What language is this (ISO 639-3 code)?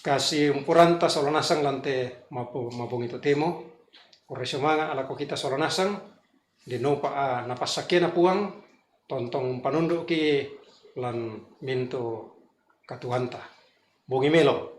sda